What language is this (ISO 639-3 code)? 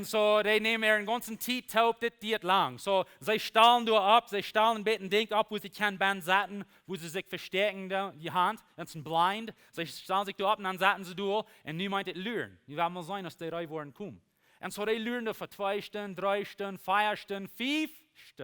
pdt